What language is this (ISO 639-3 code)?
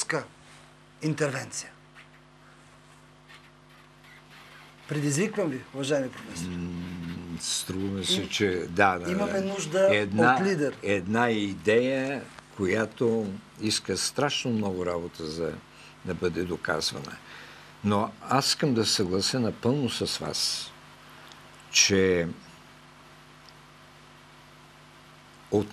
bul